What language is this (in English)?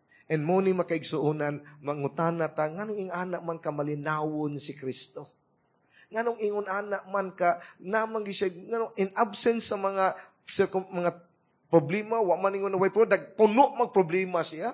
Cebuano